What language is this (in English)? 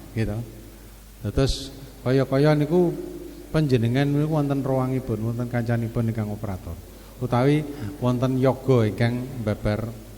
Javanese